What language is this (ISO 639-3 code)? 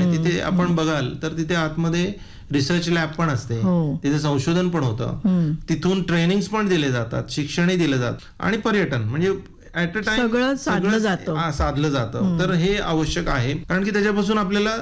mar